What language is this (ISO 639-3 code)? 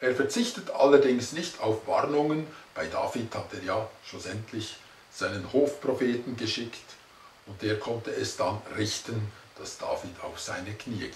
gsw